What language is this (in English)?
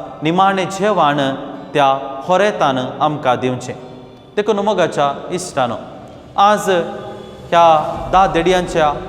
Konkani